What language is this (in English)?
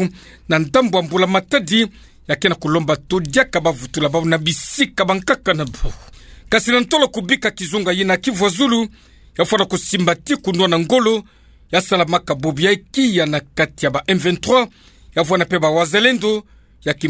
Kituba (Democratic Republic of Congo)